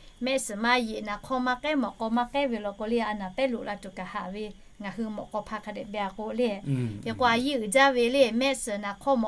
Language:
Lahu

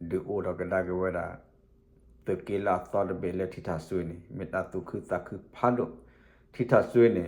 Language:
S'gaw Karen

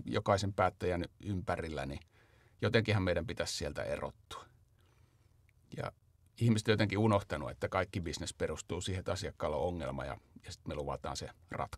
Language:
Finnish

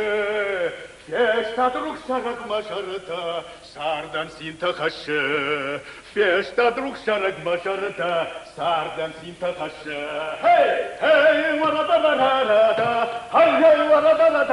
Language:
Ossetic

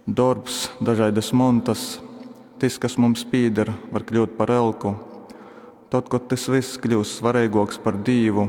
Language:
Latgalian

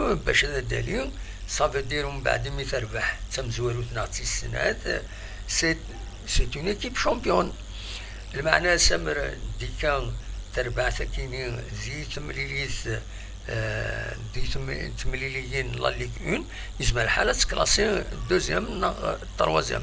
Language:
Kabyle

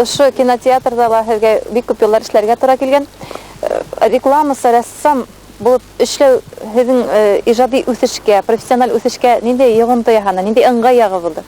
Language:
Bashkir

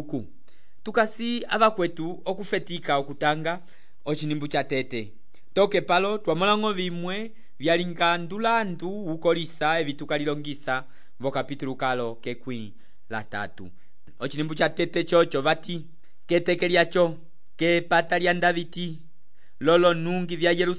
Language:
Umbundu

